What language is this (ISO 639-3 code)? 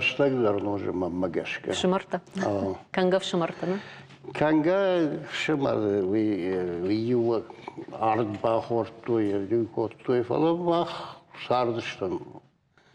oss